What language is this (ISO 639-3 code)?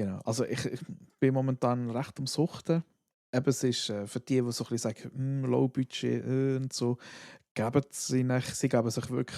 gsw